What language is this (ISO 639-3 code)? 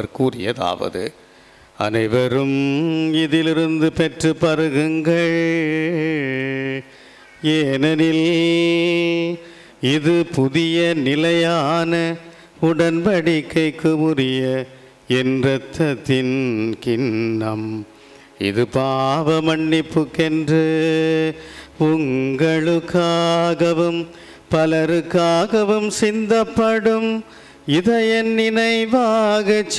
tam